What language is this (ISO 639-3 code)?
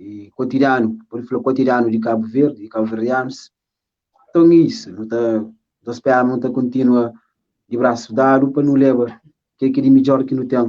kea